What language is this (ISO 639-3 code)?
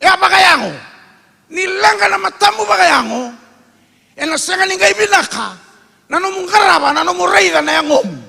fij